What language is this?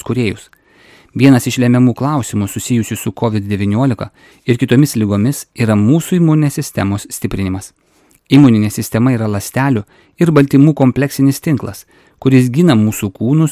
Lithuanian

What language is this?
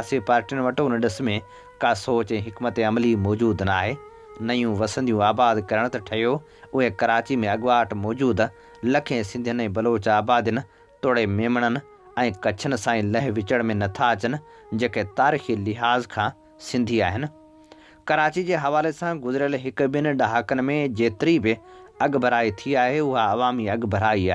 Sindhi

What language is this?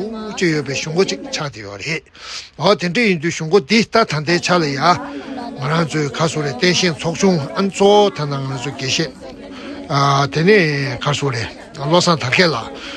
Tibetan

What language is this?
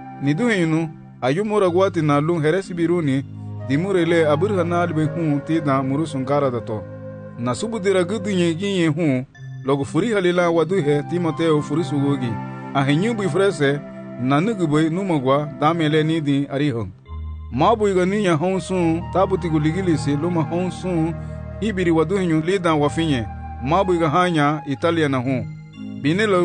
Garifuna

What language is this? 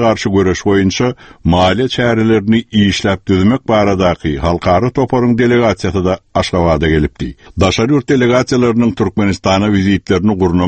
Turkmen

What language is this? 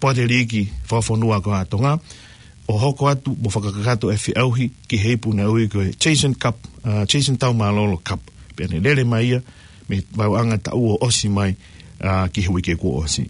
Tongan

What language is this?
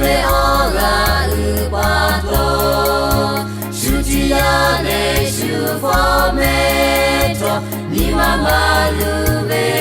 Lahu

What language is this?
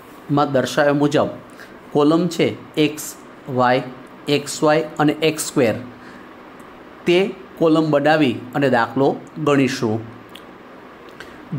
Gujarati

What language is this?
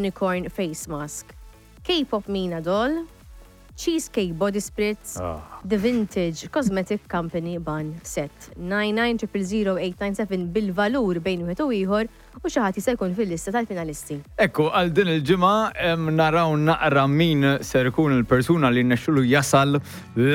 Maltese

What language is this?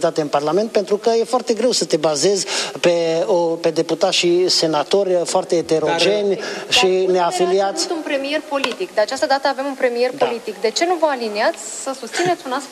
Romanian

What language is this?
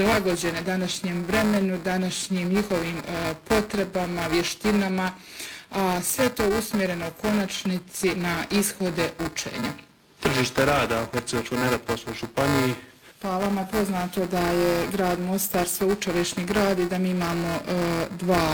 Croatian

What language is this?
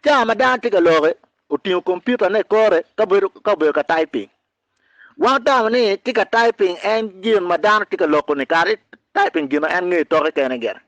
Acoli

